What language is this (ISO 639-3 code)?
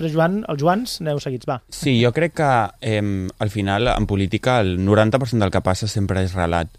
cat